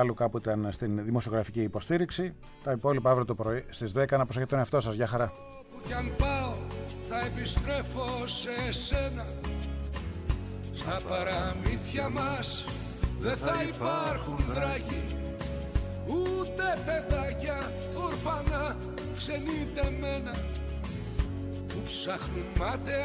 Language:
Greek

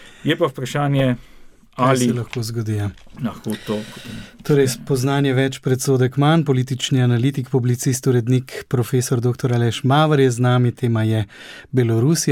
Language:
Slovenian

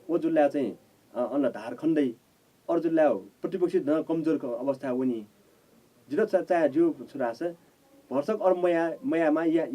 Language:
Newari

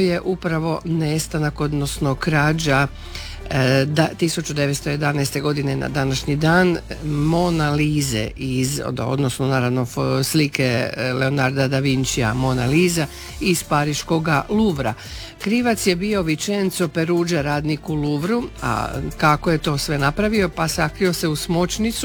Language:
Croatian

